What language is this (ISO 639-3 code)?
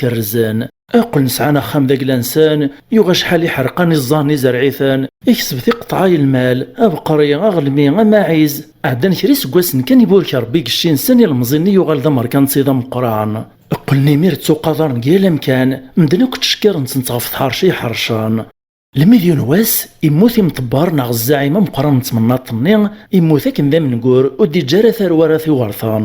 kab